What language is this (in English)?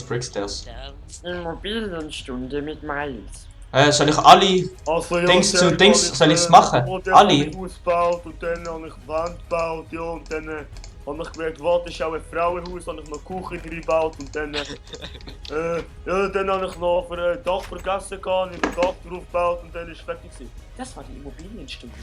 Swiss German